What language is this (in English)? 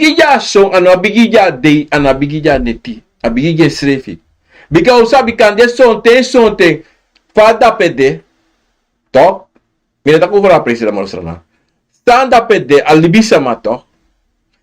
Sranan Tongo